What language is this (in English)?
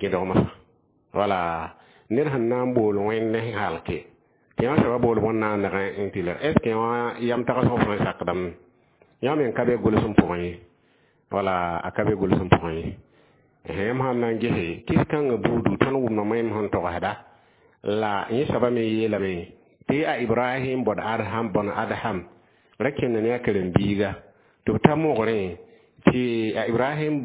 Mossi